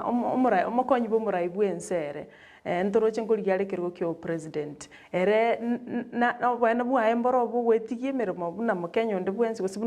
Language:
Gusii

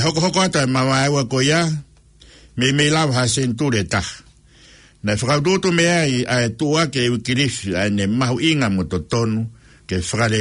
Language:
Tongan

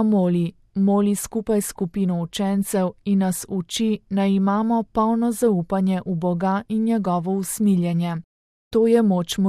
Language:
Slovenian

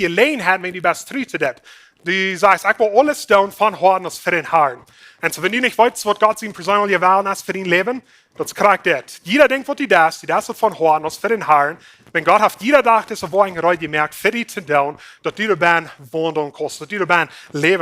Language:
Plautdietsch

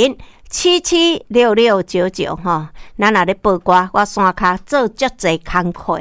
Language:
Min Nan Chinese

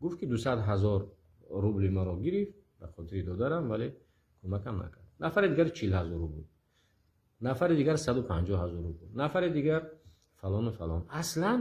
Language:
Tajik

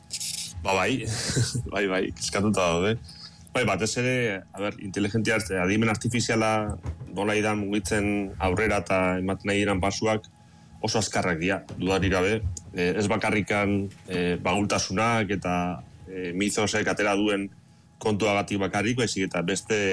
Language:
Basque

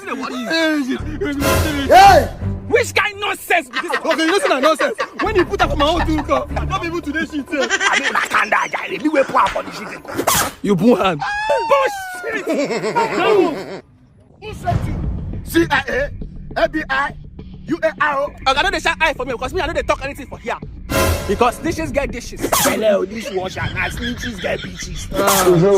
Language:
Nigerian Pidgin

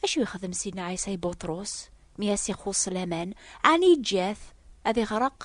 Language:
Kabyle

